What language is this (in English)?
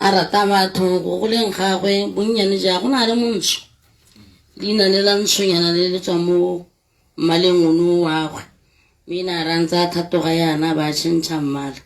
Tswana